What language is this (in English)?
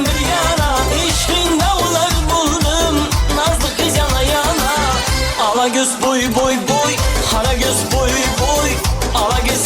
Kara-Kalpak